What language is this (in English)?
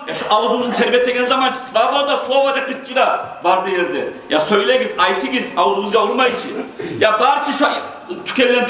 Kumyk